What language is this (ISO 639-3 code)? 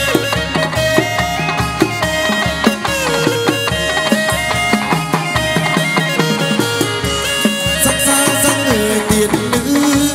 vie